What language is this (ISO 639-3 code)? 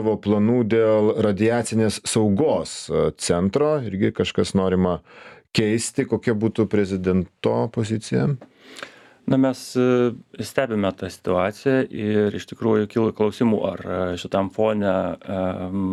lit